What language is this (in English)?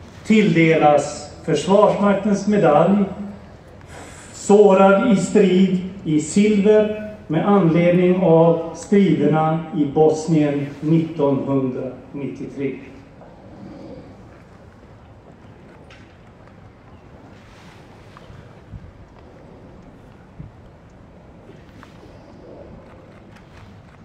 Swedish